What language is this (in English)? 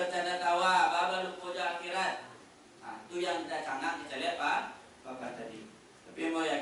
Minangkabau